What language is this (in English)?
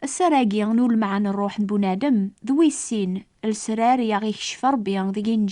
Kabyle